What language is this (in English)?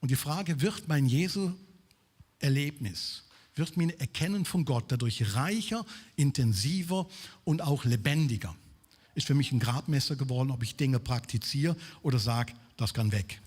Swiss German